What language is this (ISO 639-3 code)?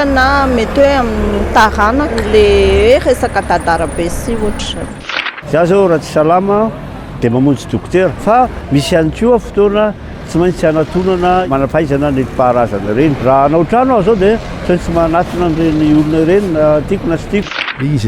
mlg